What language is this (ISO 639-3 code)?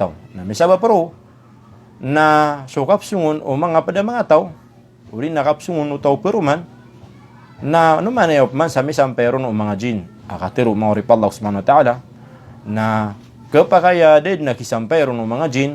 mrw